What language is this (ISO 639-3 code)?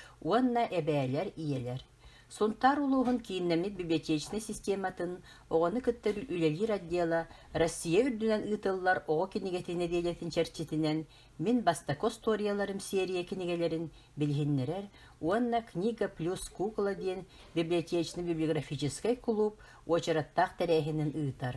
sah